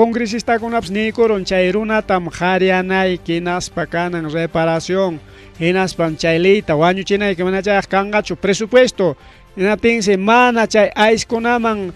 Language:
Ayacucho Quechua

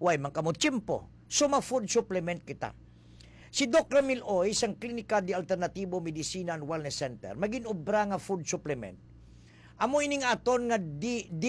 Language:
Hiligaynon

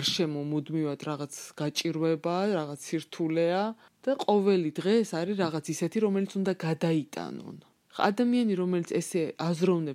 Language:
Georgian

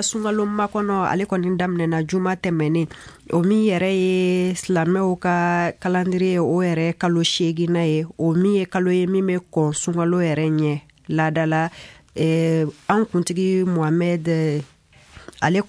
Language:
Bambara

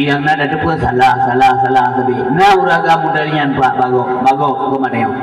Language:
Achinese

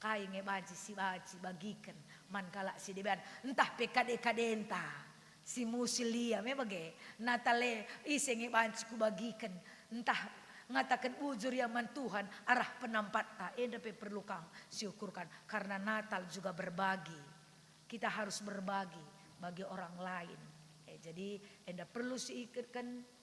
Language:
Batak Karo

